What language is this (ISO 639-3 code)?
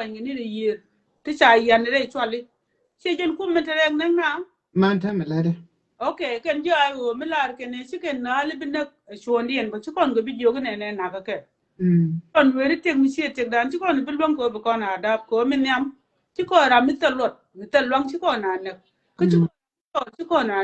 nus